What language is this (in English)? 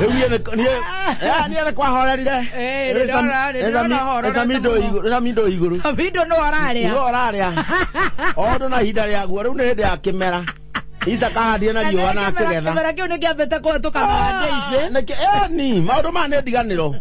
Kikuyu